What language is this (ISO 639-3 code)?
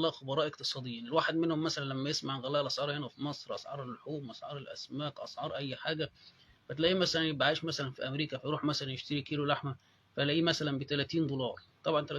arz